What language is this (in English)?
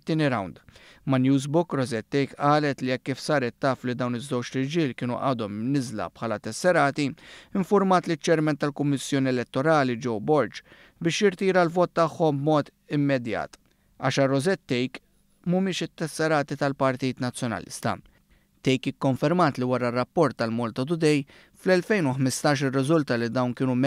Maltese